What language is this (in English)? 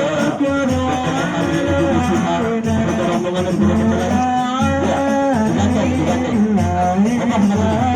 Betawi